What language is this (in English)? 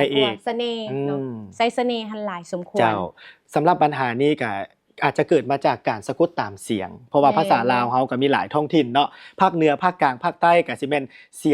Lao